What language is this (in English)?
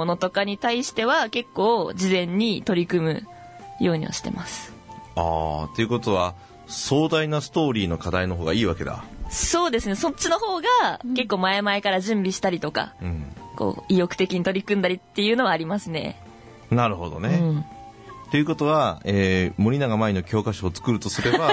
Japanese